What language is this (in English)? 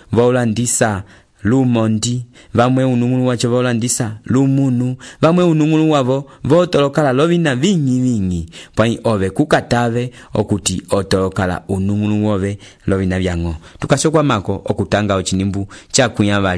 Umbundu